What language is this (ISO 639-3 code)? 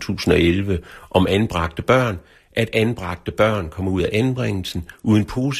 dan